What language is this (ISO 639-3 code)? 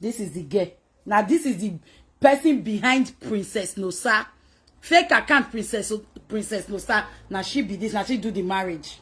pcm